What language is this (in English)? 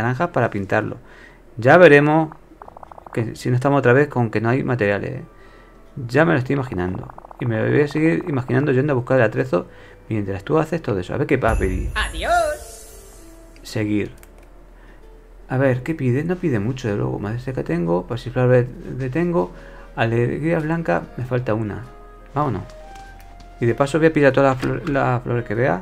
Spanish